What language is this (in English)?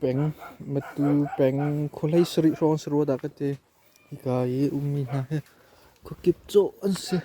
Hakha Chin